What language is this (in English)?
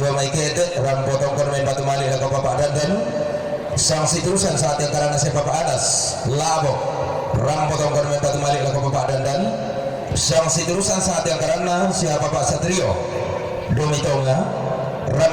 Toraja-Sa'dan